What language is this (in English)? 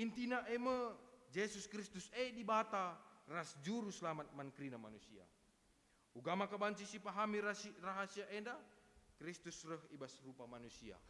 Batak Karo